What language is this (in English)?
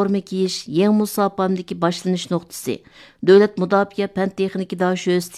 Uyghur